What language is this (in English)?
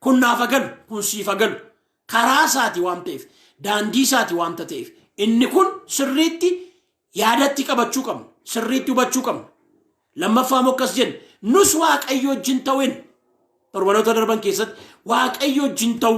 Oromo